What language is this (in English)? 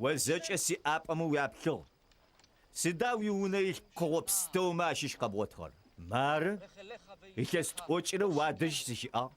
Adyghe